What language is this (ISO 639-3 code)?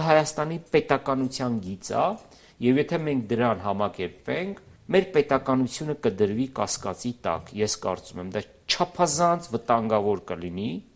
hye